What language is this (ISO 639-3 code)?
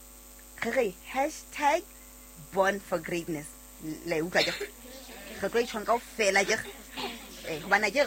sot